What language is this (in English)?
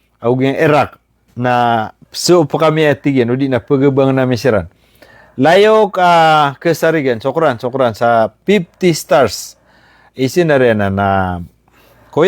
Maranao